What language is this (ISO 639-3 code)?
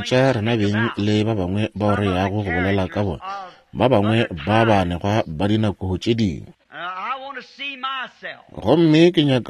nso